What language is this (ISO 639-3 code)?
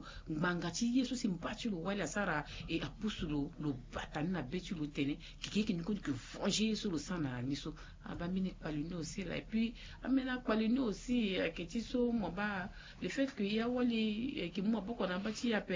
sag